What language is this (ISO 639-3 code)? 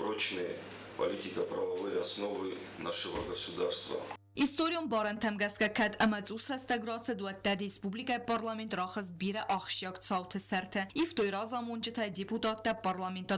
oss